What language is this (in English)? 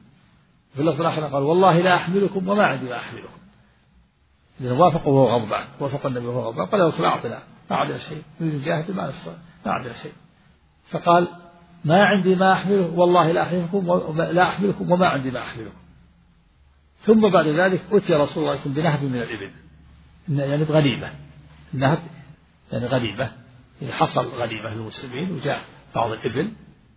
Arabic